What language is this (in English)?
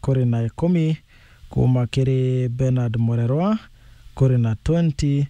Meru